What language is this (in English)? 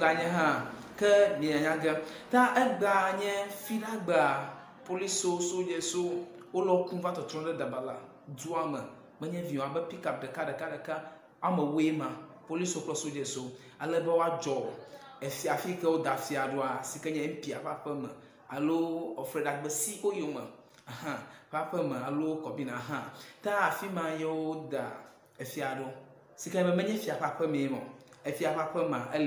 Ewe